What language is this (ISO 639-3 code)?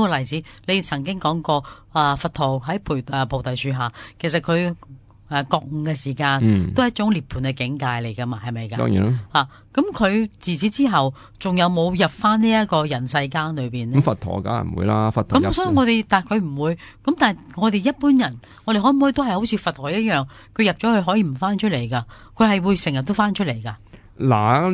yue